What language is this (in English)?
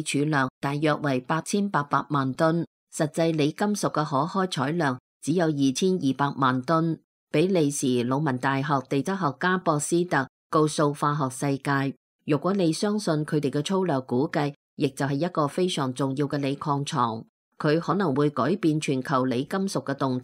Cantonese